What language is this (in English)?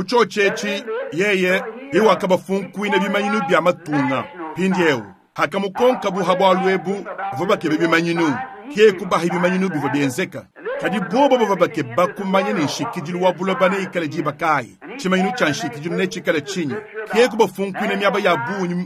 Luba-Lulua